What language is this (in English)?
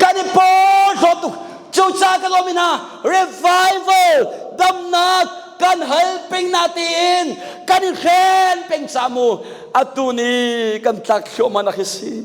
Hakha Chin